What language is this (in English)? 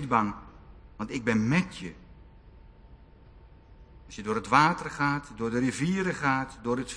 Dutch